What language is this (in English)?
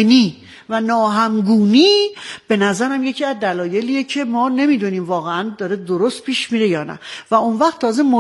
Persian